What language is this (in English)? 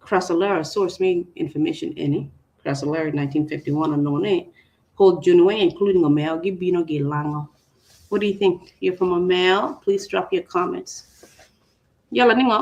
Acoli